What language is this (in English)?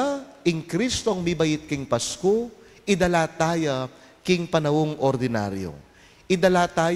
Pampanga